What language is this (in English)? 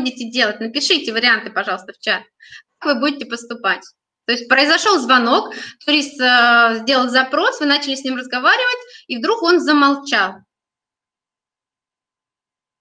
Russian